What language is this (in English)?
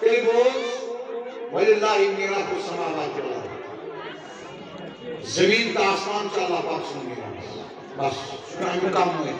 Kashmiri